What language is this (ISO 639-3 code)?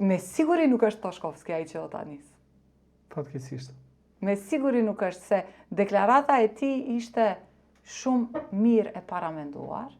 sqi